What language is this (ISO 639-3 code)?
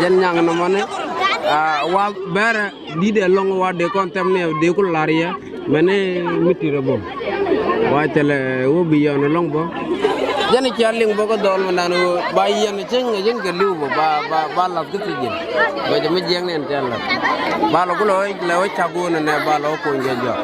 nus